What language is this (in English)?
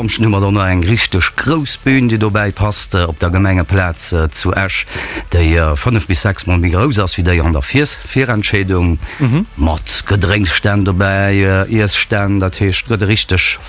Luxembourgish